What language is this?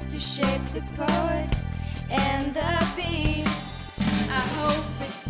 Western Frisian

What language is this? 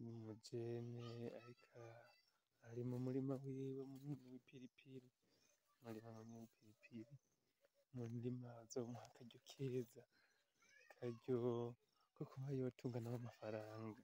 Rundi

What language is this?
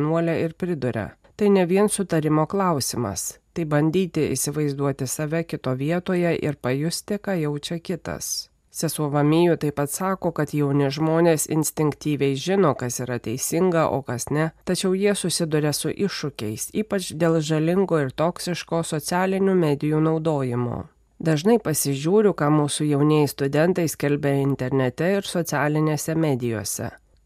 Lithuanian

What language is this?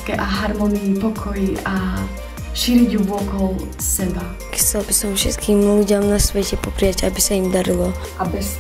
Slovak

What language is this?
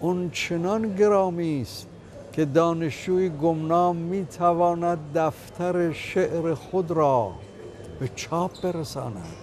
Tajik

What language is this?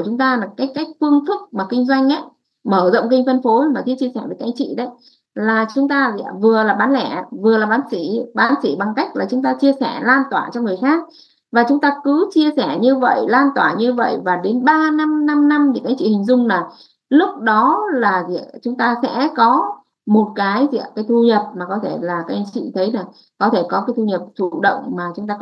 Vietnamese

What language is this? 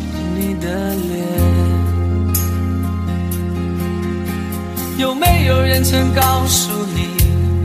Chinese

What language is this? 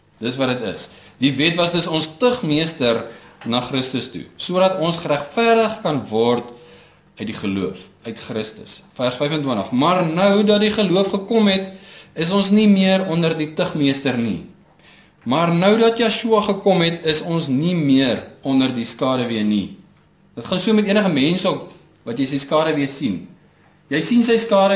Afrikaans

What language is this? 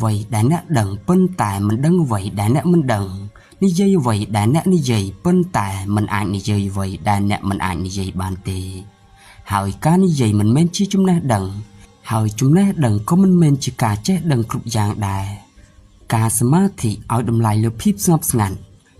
Khmer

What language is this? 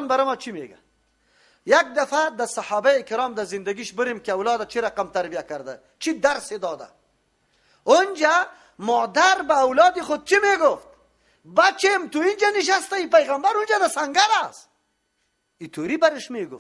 Persian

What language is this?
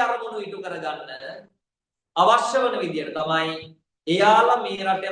Sinhala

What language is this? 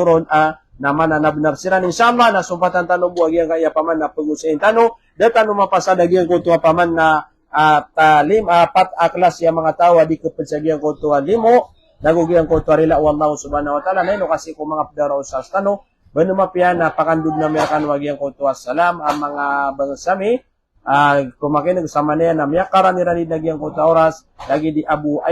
Maranao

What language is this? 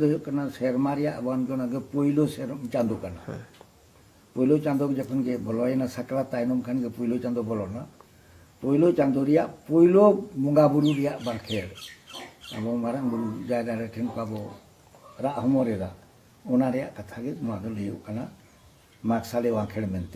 Santali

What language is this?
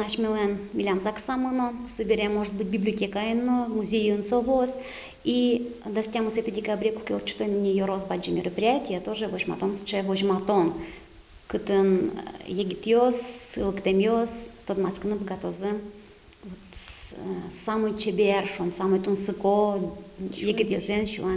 Udmurt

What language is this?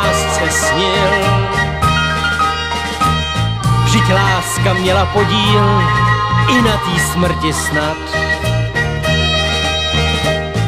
Czech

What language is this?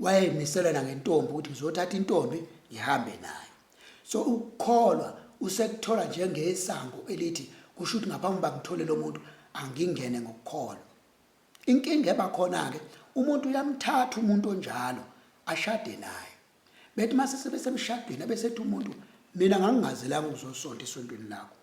Zulu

